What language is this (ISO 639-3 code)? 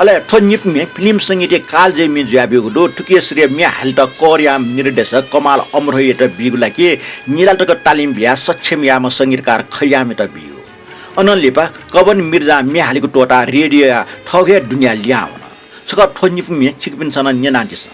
new